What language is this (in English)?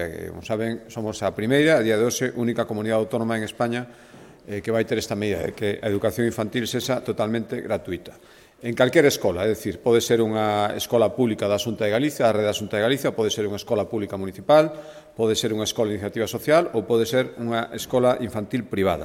Galician